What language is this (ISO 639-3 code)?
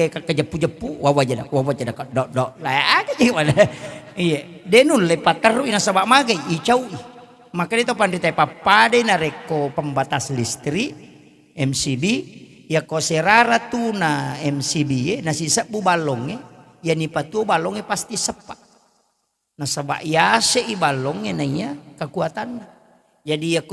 bug